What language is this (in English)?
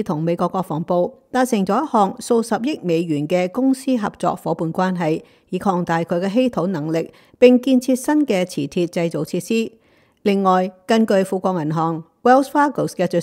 Cantonese